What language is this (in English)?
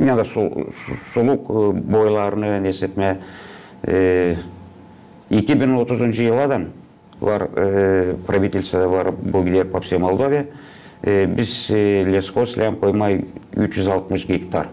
Gagauz